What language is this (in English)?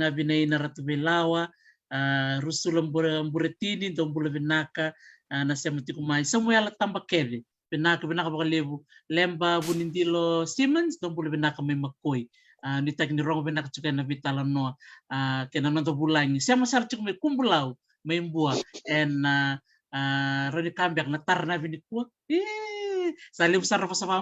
Fijian